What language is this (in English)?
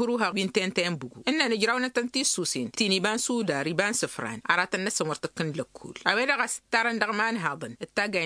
Tamasheq